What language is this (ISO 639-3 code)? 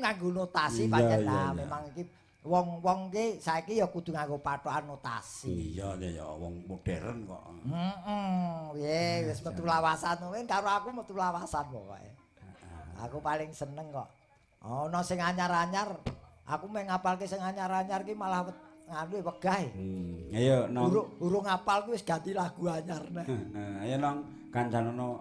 jav